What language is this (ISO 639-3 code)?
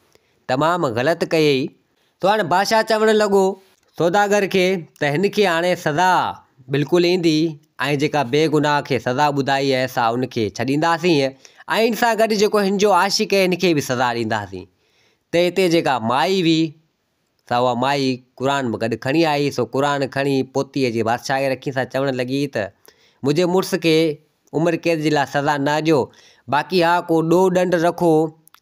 snd